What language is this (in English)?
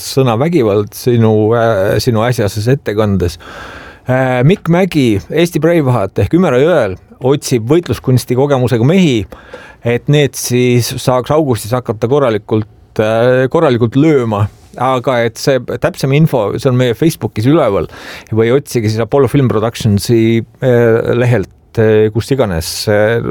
Estonian